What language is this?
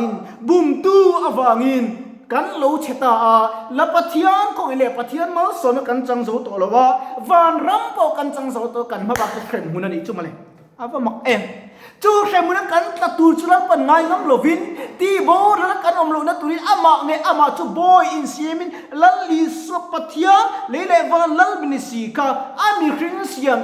Mizo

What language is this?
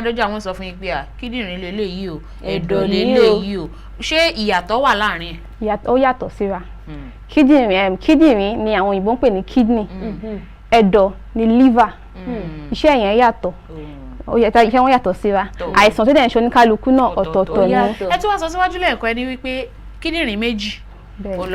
Yoruba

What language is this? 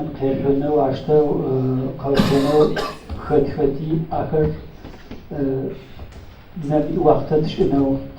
Adyghe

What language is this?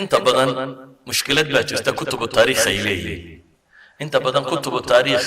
Somali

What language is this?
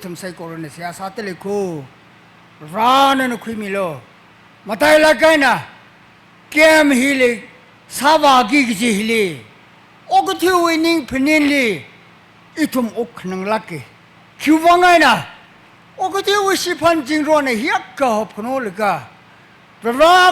Tangkhul Naga (India)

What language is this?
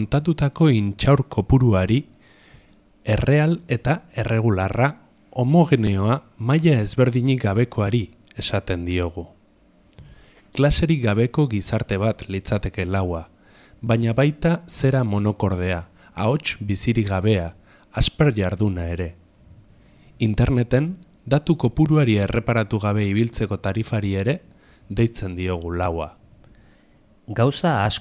Basque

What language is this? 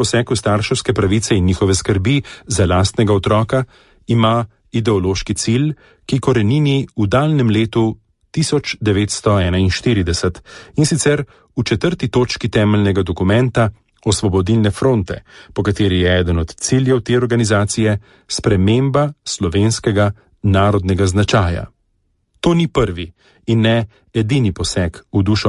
Slovenian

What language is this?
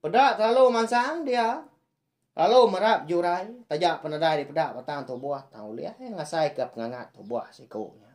Iban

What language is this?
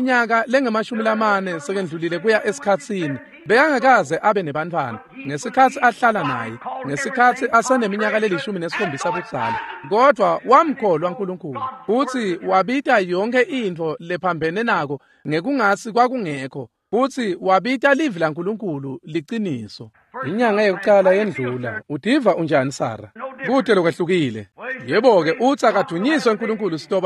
Swati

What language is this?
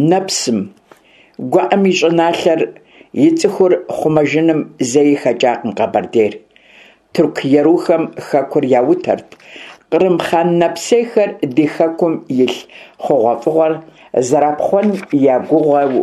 Kabardian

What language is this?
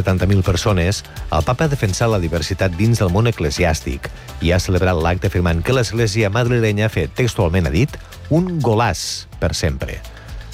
Catalan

